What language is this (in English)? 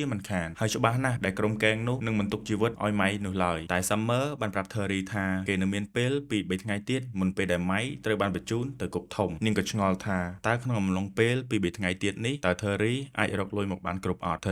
Khmer